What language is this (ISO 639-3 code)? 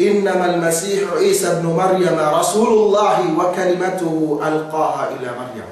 yka